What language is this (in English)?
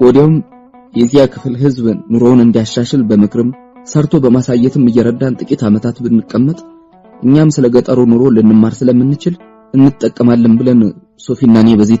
Amharic